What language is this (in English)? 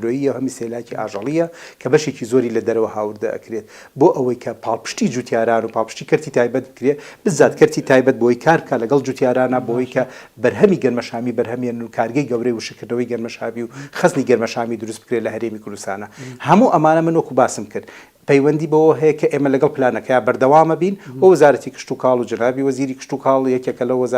Central Kurdish